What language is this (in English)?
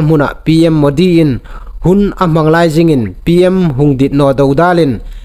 Hmar